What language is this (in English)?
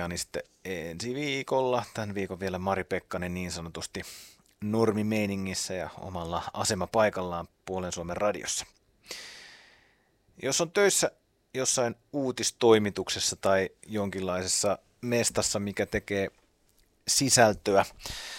Finnish